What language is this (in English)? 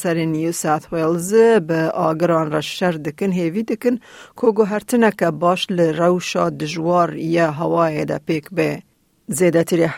Kurdish